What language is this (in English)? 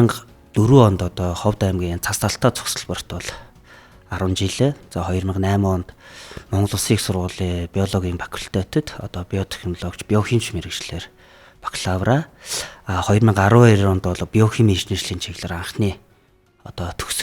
Mongolian